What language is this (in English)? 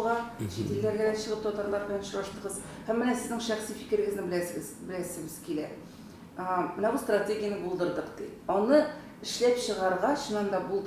Tatar